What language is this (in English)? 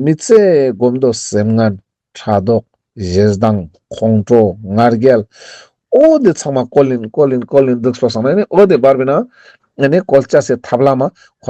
Ladakhi